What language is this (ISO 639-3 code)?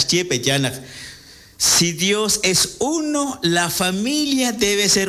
kek